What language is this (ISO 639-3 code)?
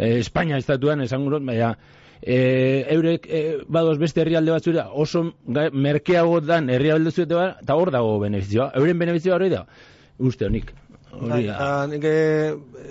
eus